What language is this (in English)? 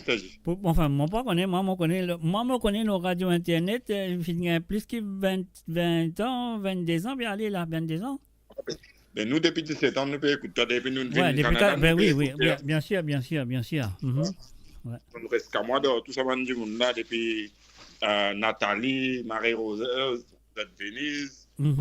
Morisyen